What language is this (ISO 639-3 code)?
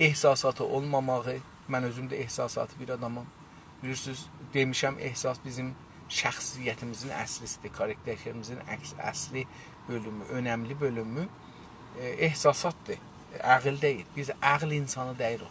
azb